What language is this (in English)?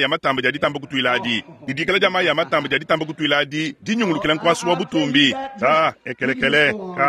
Luba-Lulua